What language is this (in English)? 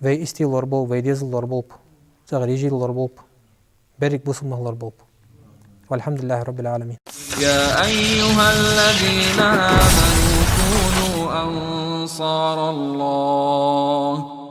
Ingush